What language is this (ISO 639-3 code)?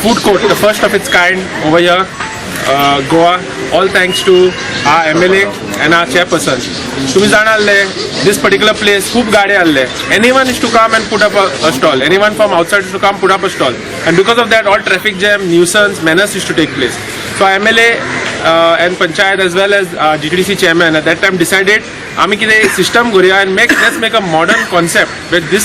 kok